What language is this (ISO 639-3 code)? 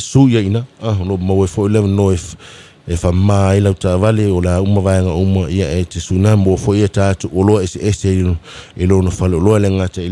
smo